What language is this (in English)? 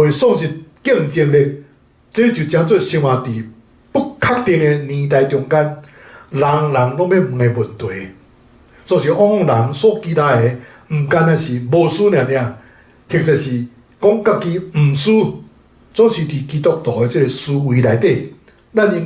Min Nan Chinese